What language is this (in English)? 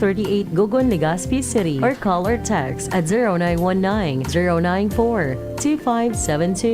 Bikol